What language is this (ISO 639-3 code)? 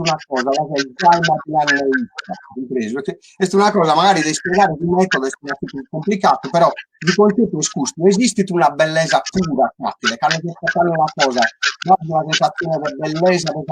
srd